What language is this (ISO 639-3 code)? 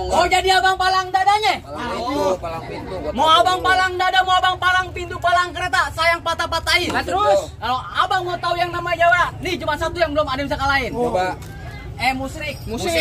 bew